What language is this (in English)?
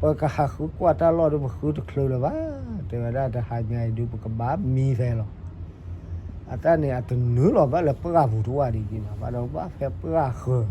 S'gaw Karen